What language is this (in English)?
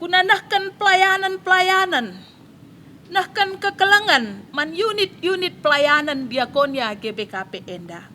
Batak Karo